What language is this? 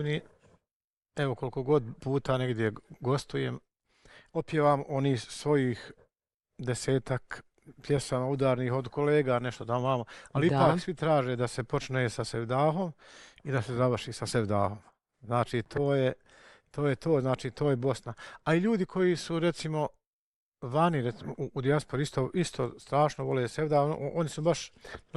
Bosnian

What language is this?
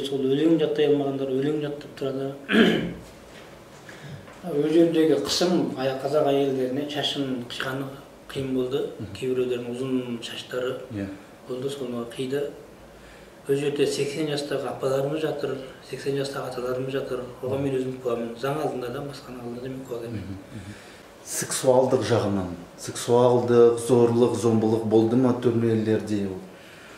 Kazakh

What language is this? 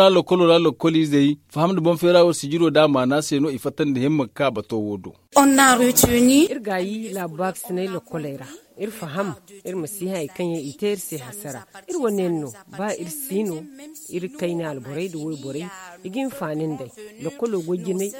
Zarma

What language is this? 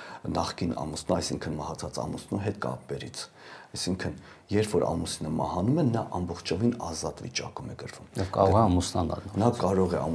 Armenian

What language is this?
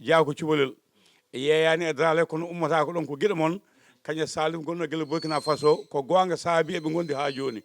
Fula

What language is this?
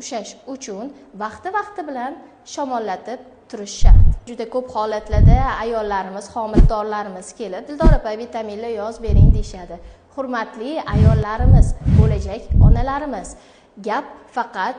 Uzbek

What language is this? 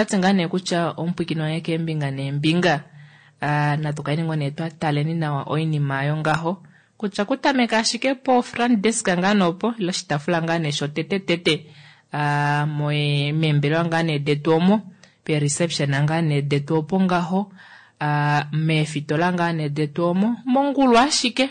Kuanyama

